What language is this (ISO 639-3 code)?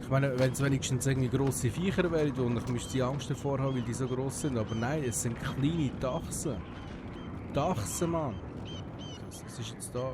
gsw